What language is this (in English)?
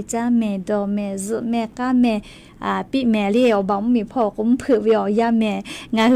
Lahu